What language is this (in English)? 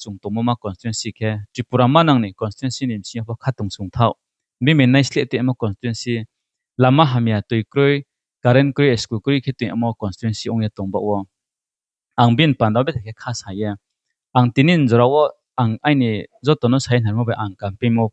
Riang (India)